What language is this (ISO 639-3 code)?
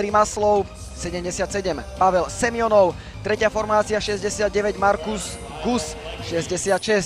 slk